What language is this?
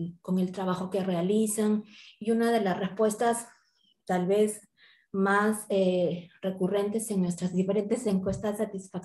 Spanish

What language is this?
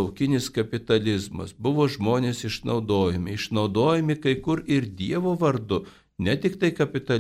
Lithuanian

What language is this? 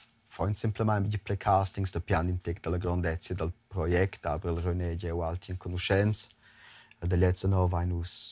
Romansh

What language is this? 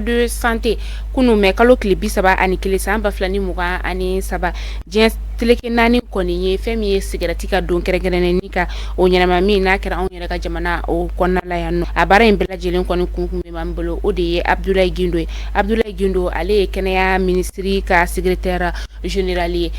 Bambara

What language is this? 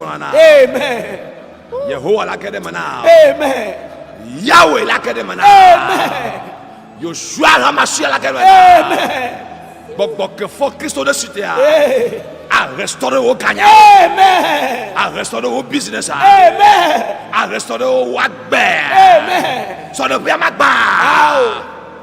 Ewe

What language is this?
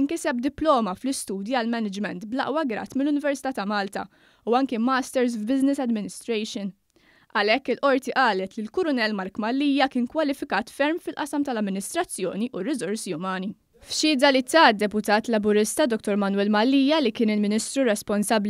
Maltese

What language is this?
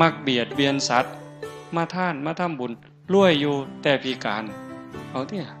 Northeastern Thai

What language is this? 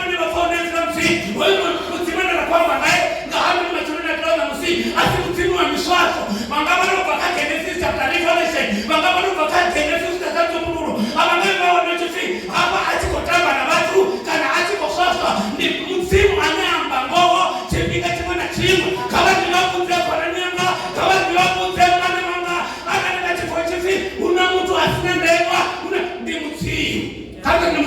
Venda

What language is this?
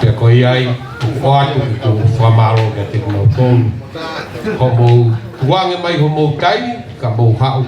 Tongan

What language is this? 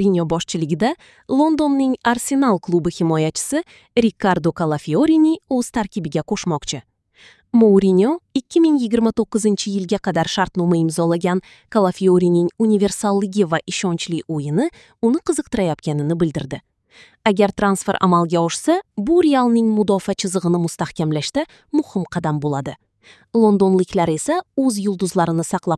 Uzbek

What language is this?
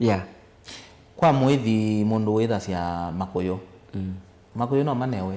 Kamba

